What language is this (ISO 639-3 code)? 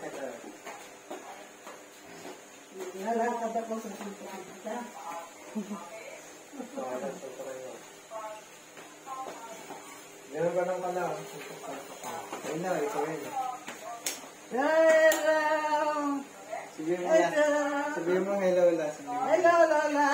fil